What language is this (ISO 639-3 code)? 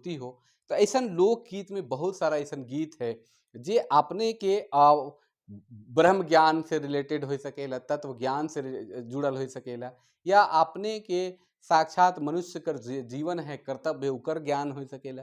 sck